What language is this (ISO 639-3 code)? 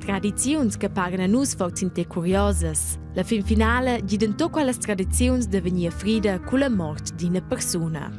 roh